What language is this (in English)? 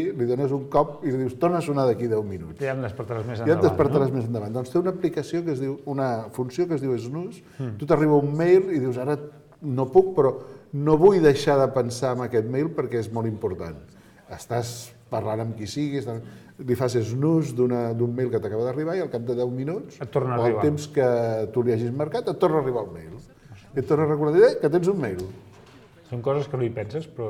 Catalan